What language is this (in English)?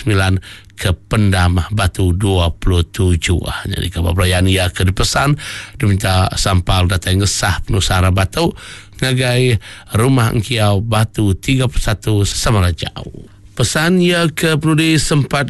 Iban